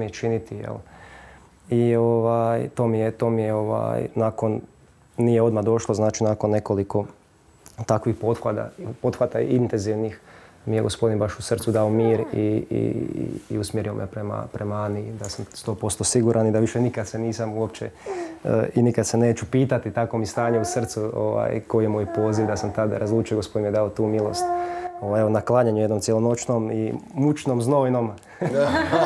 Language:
Croatian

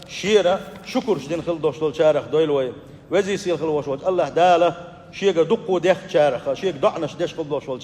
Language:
Chechen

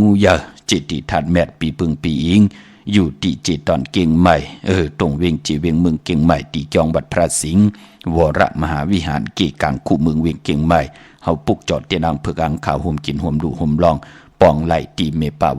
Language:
Shan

